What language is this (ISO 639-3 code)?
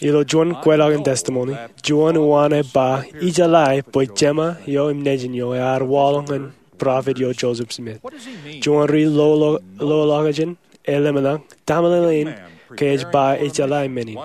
mah